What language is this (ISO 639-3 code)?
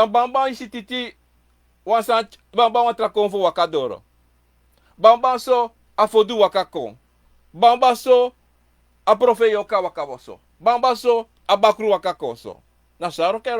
srn